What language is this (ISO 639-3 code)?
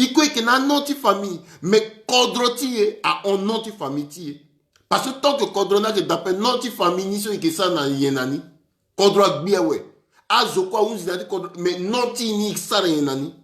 sag